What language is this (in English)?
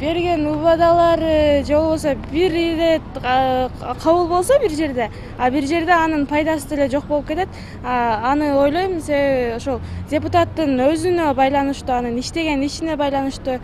Kyrgyz